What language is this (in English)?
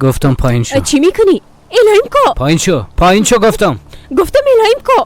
Persian